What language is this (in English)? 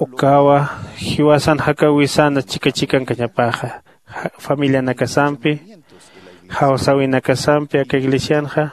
Aymara